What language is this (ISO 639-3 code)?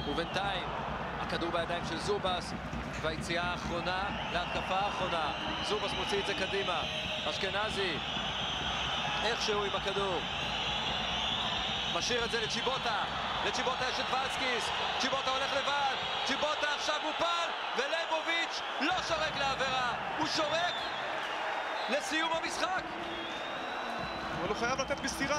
heb